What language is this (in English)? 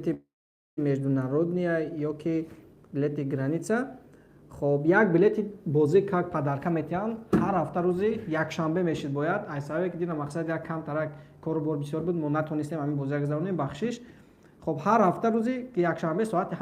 Tajik